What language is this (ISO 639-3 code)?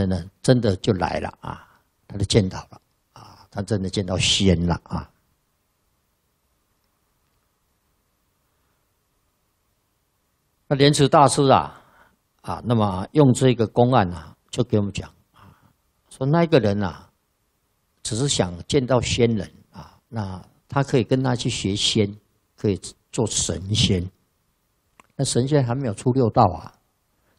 zho